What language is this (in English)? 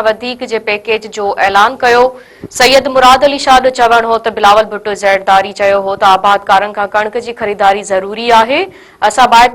Sindhi